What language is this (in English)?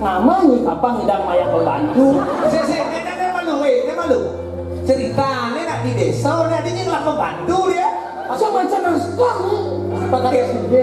Balinese